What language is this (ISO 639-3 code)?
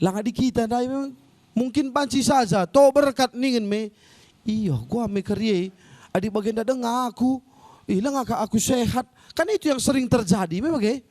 btx